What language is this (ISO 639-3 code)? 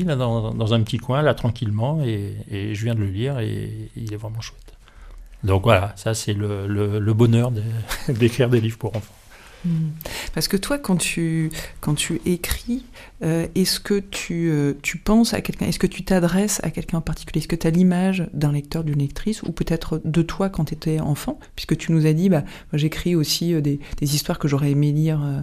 fra